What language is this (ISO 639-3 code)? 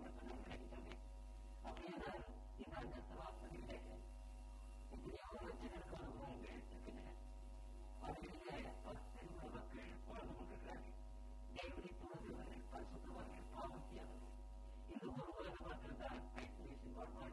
tam